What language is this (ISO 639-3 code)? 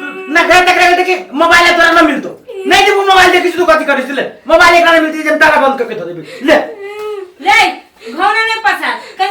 mai